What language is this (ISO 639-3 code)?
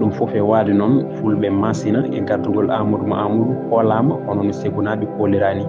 ful